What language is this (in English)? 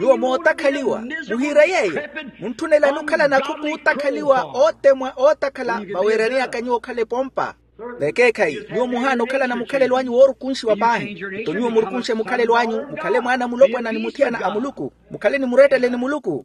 Makhuwa